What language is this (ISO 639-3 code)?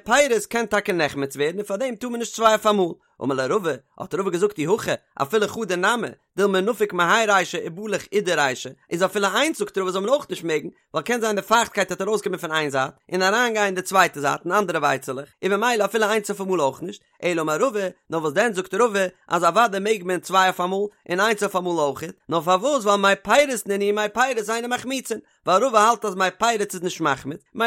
yid